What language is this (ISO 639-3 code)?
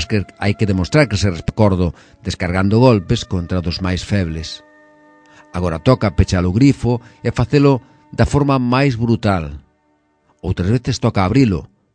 glg